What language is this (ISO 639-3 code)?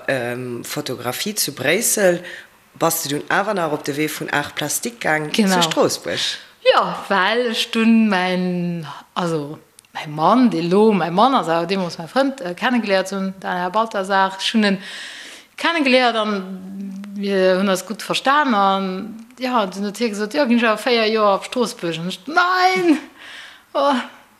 ltz